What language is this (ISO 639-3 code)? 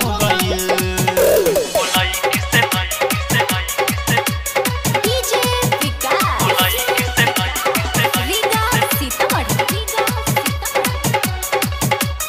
bho